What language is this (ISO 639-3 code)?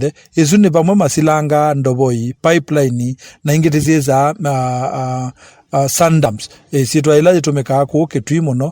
kam